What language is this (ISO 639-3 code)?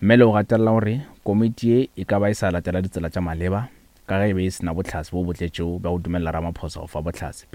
nso